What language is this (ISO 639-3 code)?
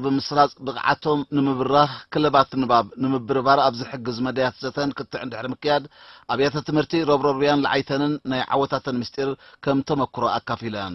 tir